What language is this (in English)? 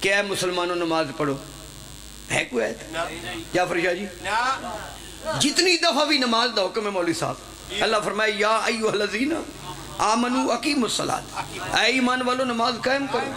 Pahari-Potwari